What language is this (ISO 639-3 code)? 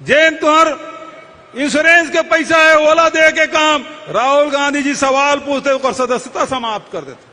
hne